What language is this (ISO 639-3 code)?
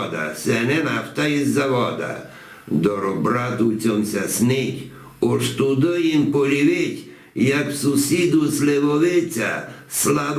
rue